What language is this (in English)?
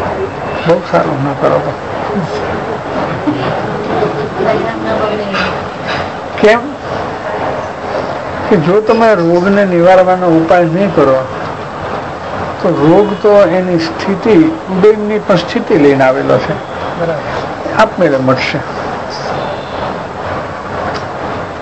Gujarati